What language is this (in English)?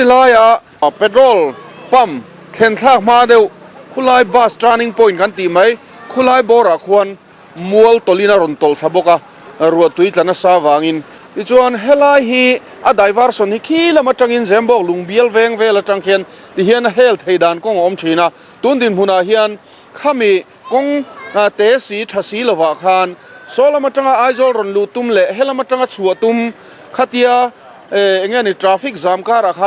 Mizo